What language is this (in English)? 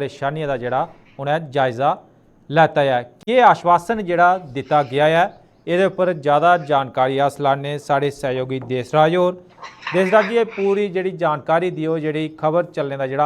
Dogri